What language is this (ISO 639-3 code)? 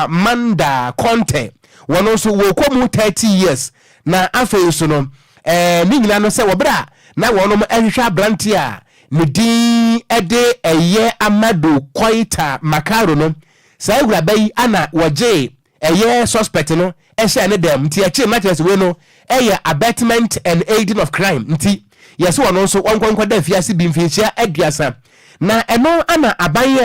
aka